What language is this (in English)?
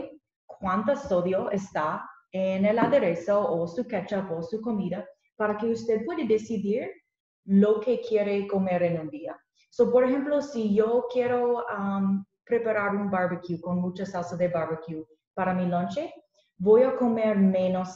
Spanish